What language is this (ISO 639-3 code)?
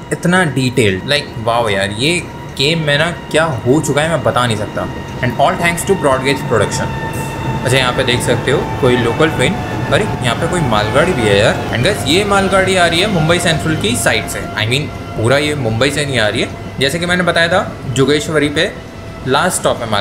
hin